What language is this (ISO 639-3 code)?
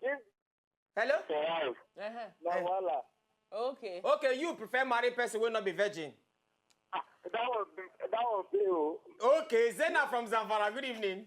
pcm